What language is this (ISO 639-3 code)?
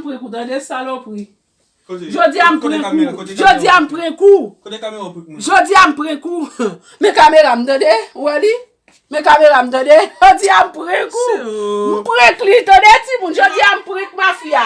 hat